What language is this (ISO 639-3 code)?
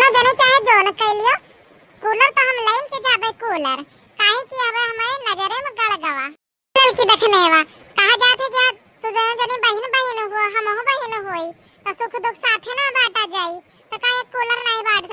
awa